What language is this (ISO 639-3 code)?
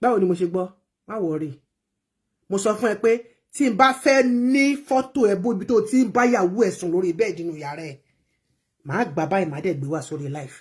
yor